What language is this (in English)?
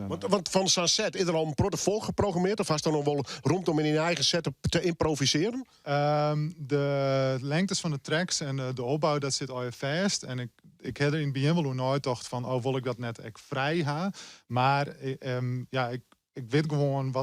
Western Frisian